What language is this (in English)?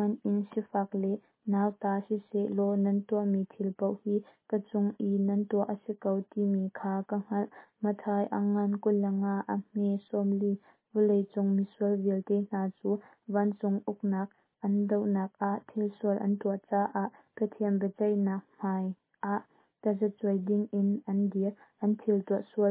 Hakha Chin